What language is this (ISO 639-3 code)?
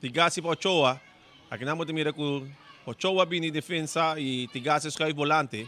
pap